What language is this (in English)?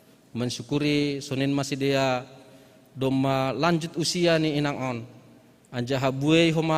Batak Simalungun